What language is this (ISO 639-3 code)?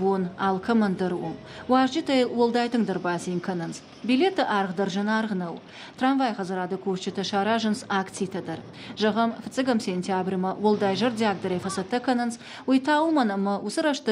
oss